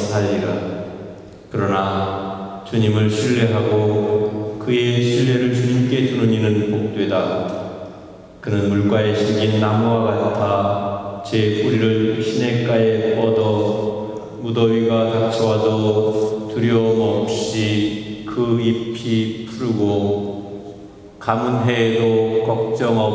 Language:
Korean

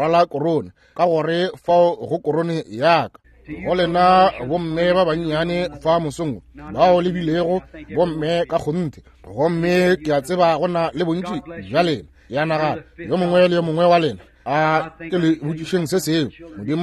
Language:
Northern Sotho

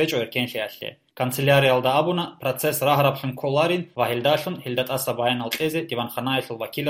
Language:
Avaric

